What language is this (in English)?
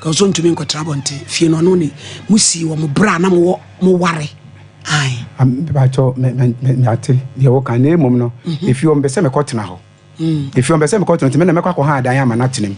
Akan